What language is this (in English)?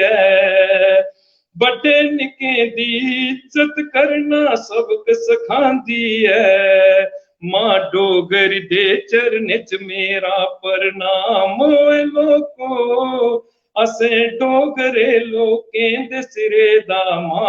Dogri